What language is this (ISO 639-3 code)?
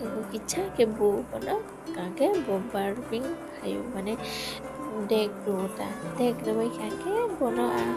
trp